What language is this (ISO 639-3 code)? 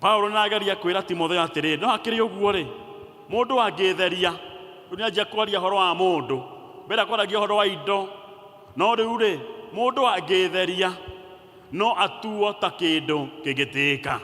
kik